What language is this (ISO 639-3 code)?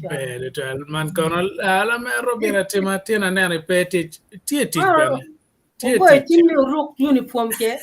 ach